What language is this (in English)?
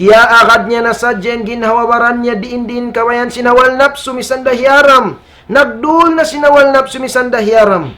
Tausug